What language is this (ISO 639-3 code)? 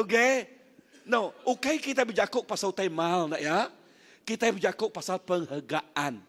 iba